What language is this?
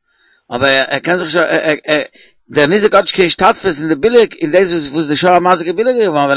Yiddish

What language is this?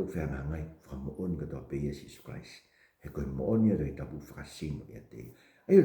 Tongan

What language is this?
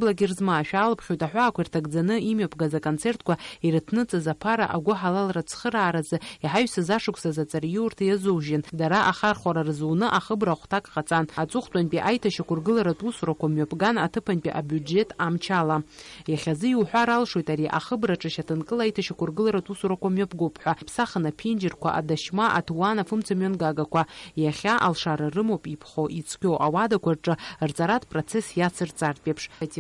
Abkhazian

